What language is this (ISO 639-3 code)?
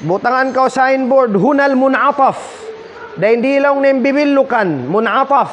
tsg